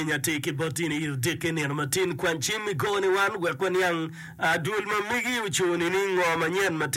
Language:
Acoli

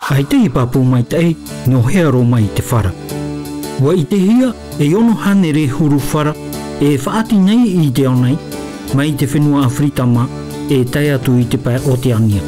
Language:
Tahitian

